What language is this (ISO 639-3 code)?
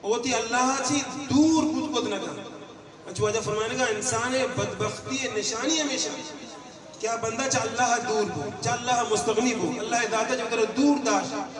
bgp